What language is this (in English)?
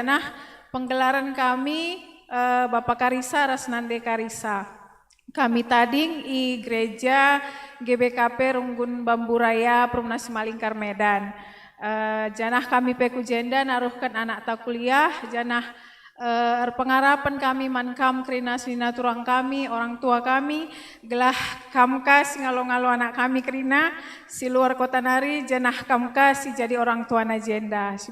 Batak Karo